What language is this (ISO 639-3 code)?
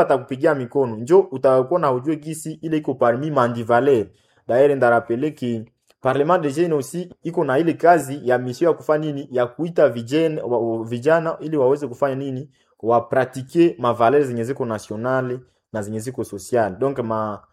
swa